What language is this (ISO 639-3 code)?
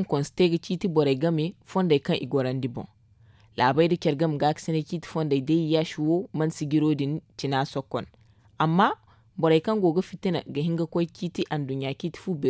dje